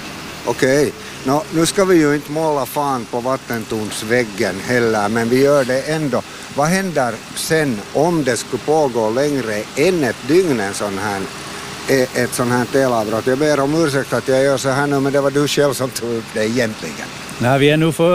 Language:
Swedish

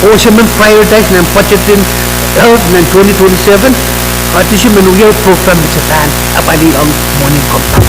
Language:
Pohnpeian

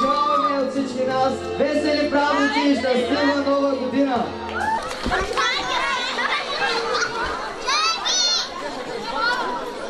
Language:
Bulgarian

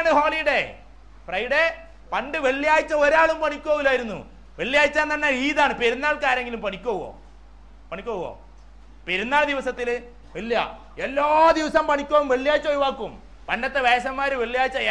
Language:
Malayalam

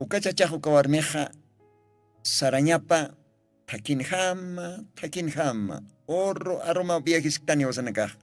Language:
Aymara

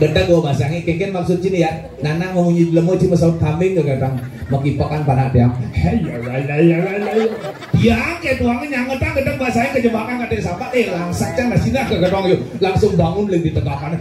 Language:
Balinese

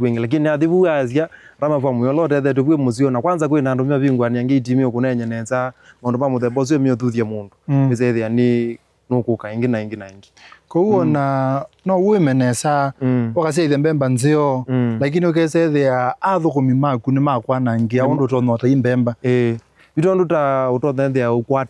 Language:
Kamba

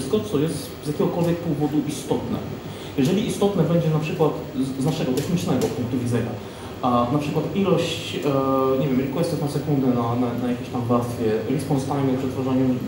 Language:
Polish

